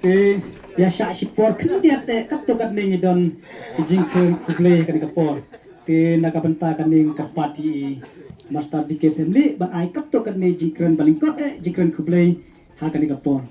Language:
Khasi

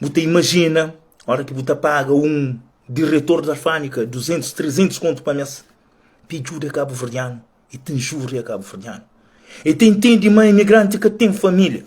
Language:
Kabuverdianu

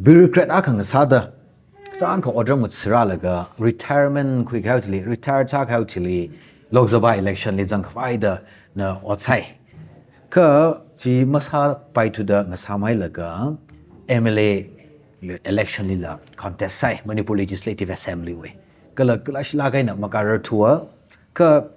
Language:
Tangkhul Naga (India)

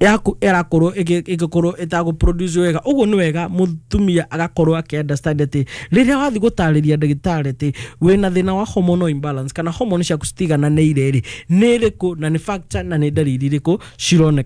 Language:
Kikuyu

